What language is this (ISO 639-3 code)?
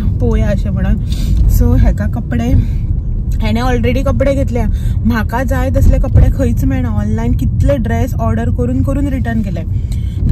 kok